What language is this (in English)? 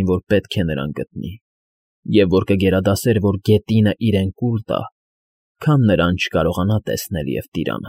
Armenian